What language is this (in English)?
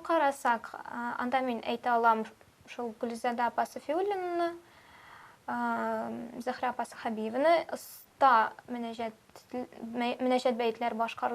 Tatar